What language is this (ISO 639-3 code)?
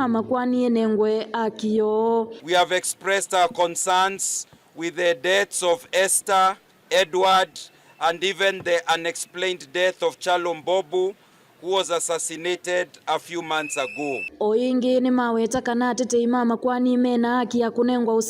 kam